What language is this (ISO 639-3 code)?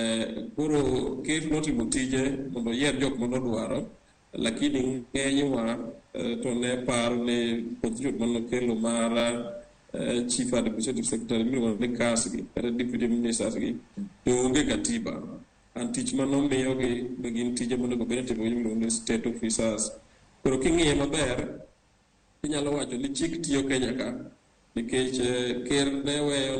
luo